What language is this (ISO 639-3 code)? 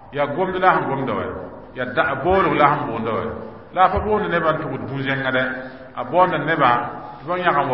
mos